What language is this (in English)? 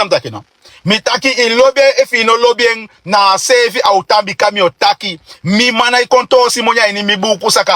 Sranan Tongo